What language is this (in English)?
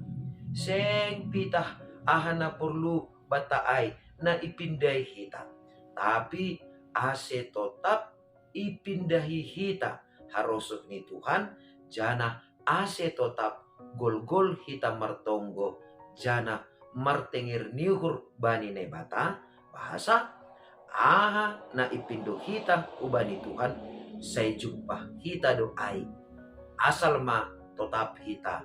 Batak Simalungun